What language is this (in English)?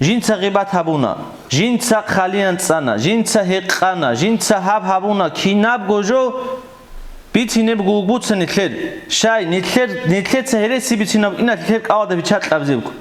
Avaric